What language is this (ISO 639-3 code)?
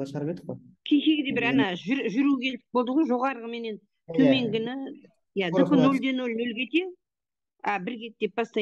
kaz